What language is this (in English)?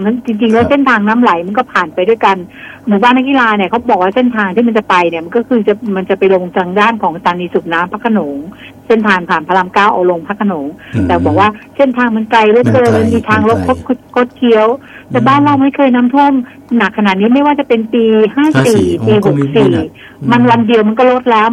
Thai